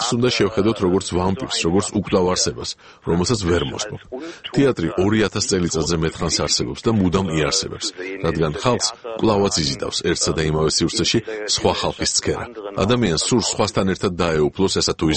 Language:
Georgian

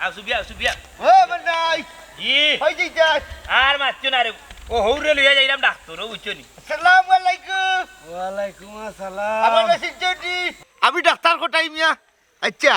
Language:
Sylheti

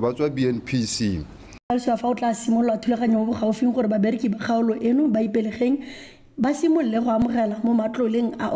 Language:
Tswana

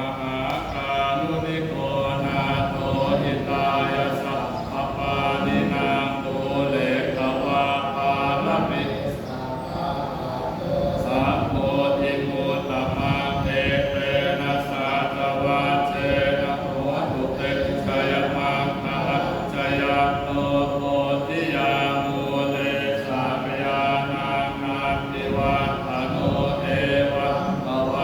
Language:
Pali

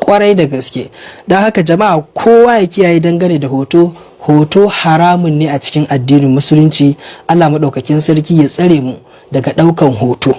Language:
Hausa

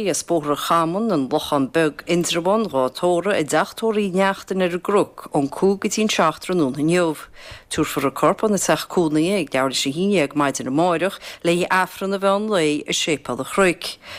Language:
Irish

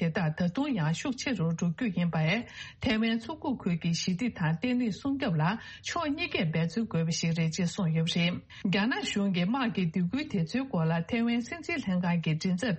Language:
Tibetan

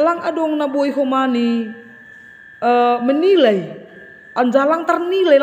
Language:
Batak Simalungun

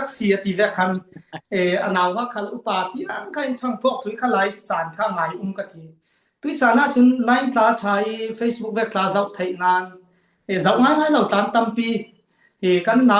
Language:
Falam Chin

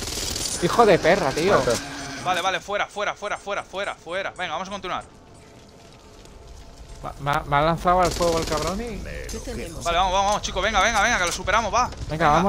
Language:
Spanish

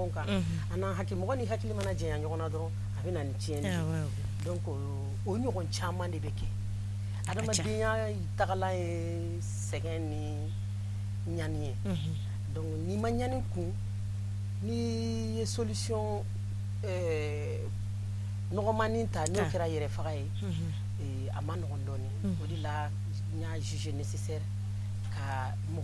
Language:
Bambara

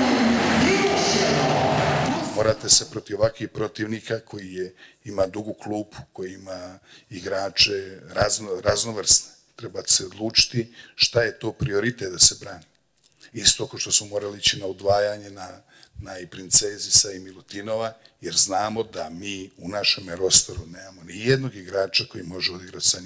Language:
Bosnian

